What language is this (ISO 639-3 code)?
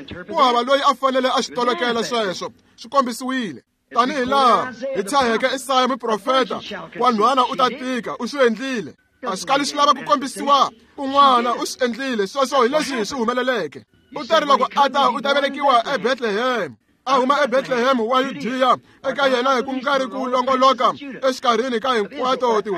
tso